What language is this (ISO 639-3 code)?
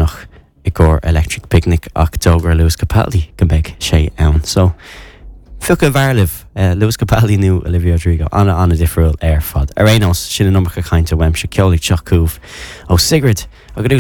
gle